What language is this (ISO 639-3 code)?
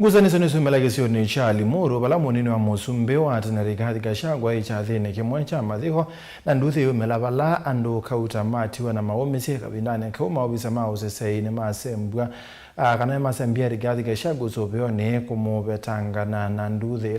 kam